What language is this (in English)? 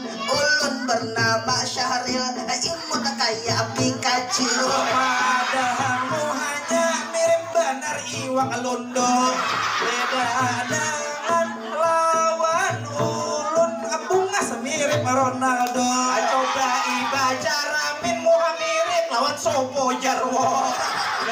Banjar